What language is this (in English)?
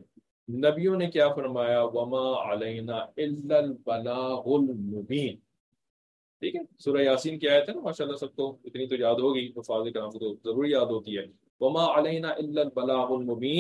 Urdu